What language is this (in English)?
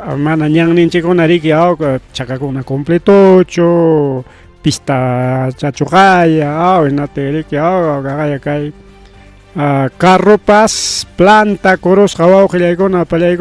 Ayacucho Quechua